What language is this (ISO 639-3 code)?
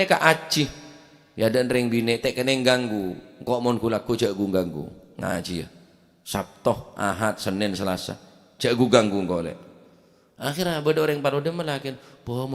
mad